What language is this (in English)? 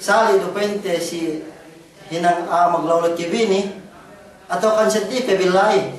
Yakan